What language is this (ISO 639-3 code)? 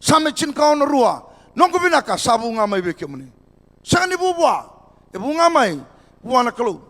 fij